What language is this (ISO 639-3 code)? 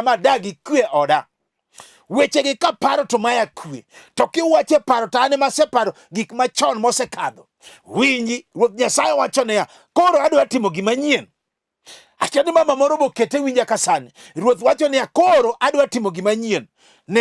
luo